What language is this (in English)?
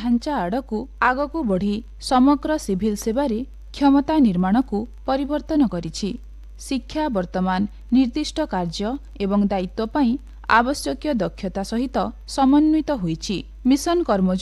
Odia